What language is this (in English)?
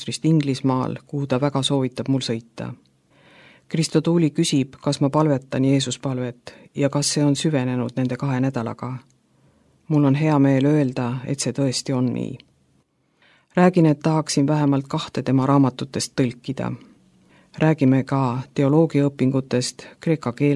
Estonian